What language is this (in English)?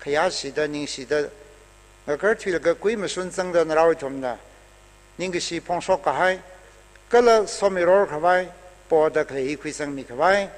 Tangkhul Naga (India)